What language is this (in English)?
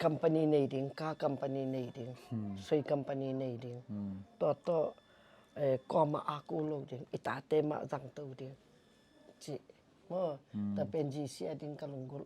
Tedim Chin